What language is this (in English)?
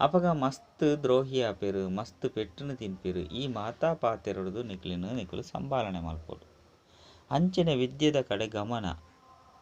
Tulu